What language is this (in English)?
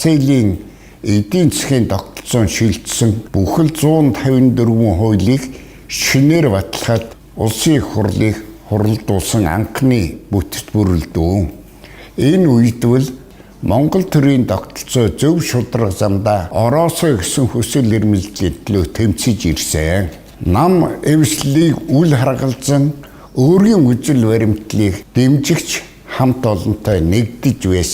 Mongolian